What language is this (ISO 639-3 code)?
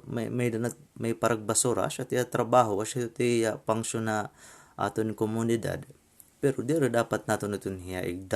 war